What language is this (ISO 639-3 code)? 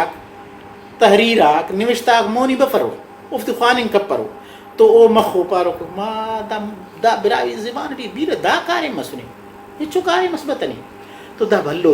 brh